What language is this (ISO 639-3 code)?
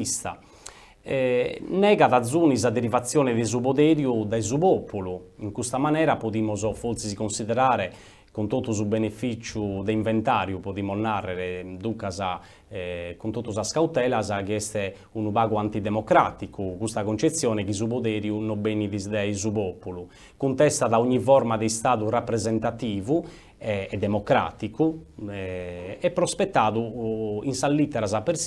srd